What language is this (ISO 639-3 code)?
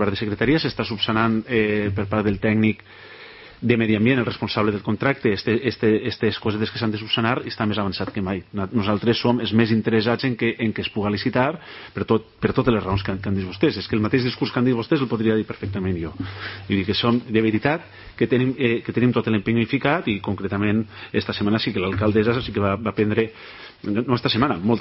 cat